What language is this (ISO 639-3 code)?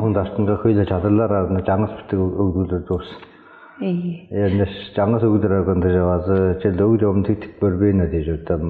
tyv